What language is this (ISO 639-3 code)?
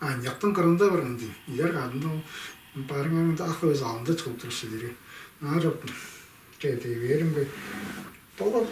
tyv